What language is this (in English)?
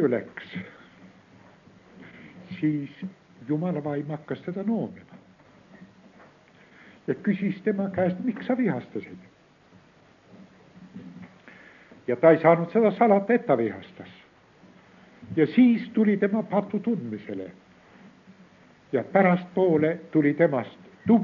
Estonian